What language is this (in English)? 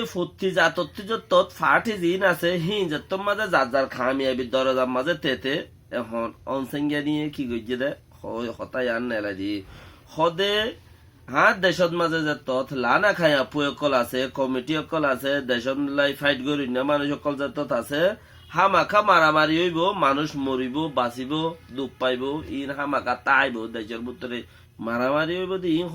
Rohingya